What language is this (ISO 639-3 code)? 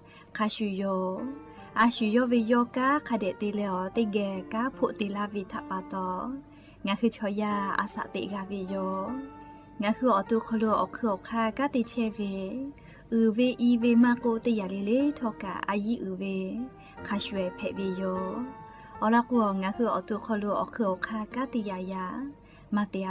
lhu